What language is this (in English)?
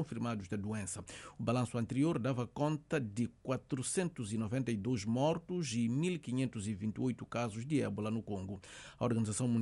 Portuguese